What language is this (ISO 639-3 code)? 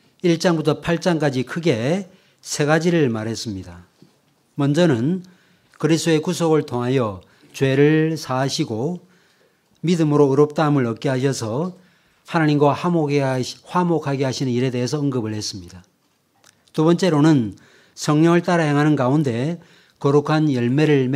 kor